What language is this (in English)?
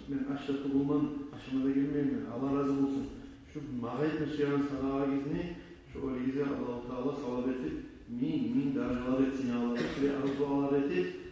Kumyk